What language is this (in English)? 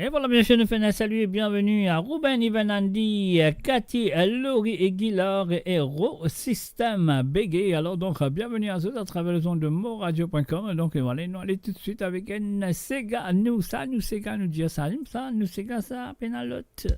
Morisyen